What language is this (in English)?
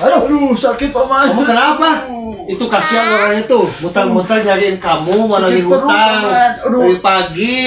Sundanese